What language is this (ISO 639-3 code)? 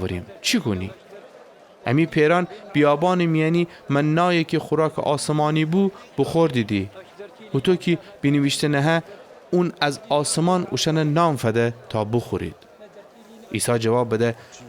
glk